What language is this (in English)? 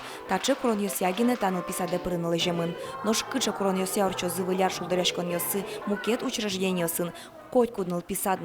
Udmurt